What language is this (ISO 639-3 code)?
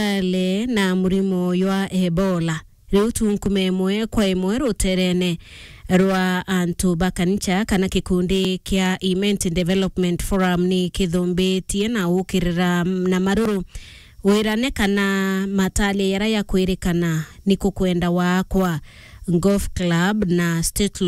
mer